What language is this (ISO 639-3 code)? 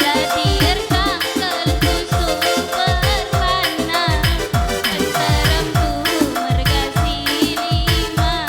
btx